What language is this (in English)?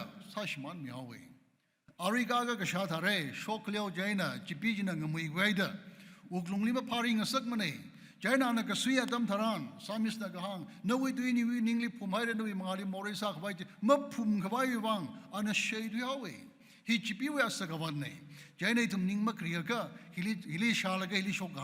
Tangkhul Naga (India)